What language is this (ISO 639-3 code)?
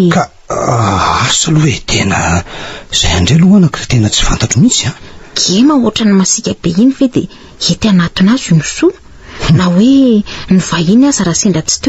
mlg